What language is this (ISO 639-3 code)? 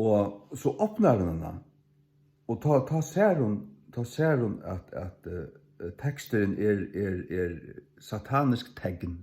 fao